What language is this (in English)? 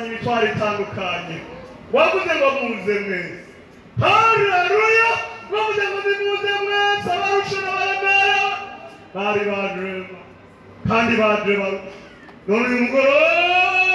Rundi